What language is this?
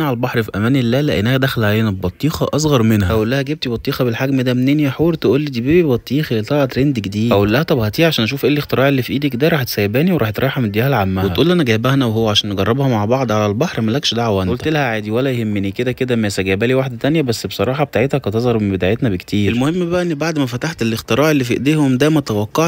Egyptian Arabic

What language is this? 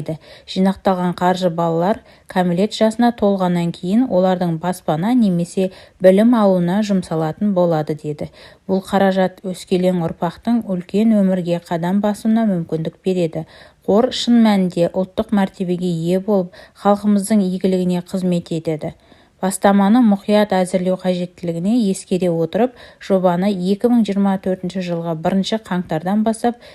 Kazakh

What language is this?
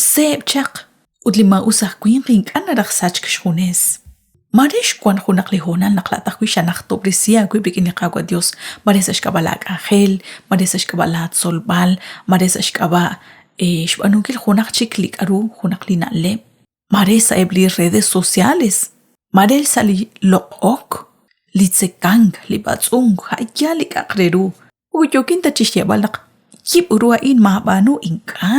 Kekchí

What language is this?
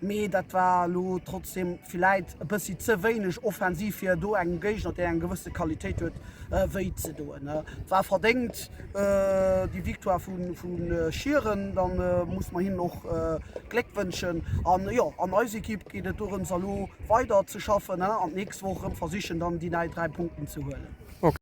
Luxembourgish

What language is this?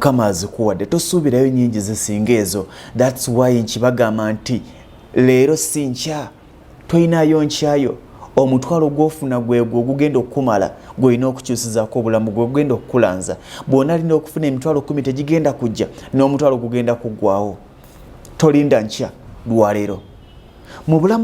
Ganda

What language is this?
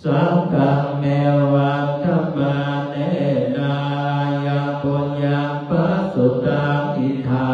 Pali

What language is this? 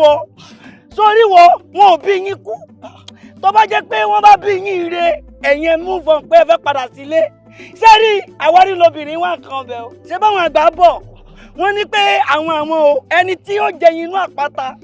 Yoruba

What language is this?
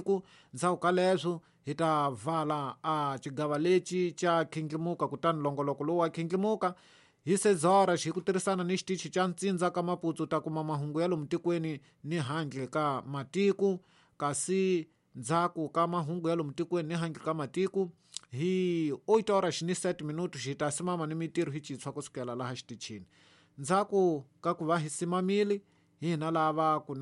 Tsonga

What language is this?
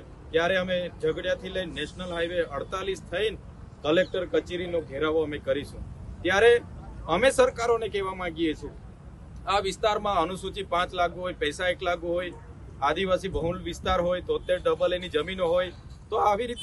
Gujarati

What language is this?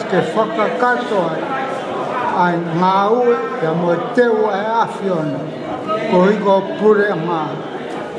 Tongan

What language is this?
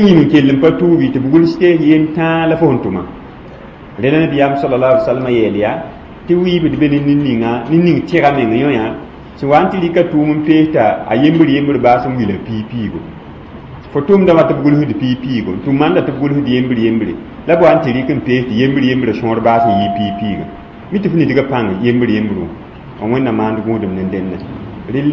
Mossi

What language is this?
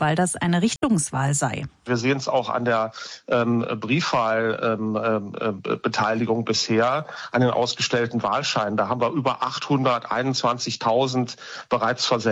German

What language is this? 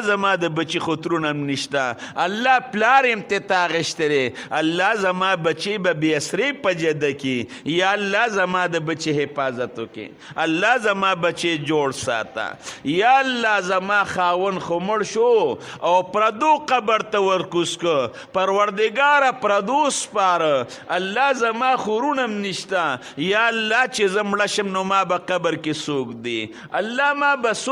Pashto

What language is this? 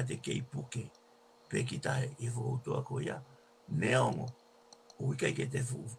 Tongan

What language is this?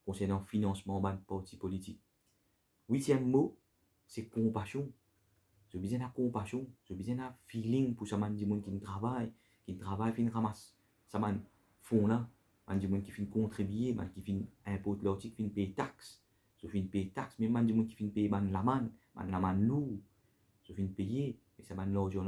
Morisyen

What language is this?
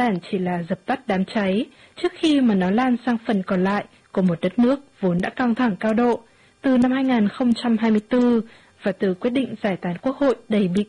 Vietnamese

